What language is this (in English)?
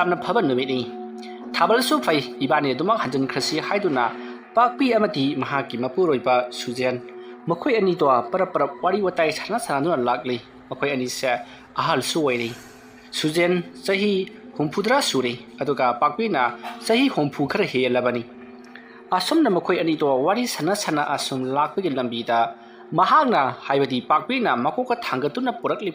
Manipuri